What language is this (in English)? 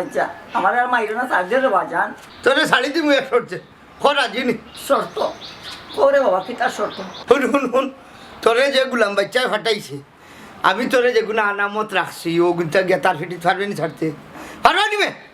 Sylheti